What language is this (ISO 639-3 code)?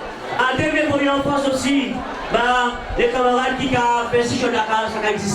gcf